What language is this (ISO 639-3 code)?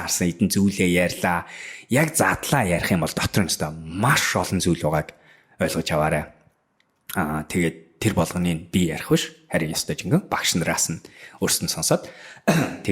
mon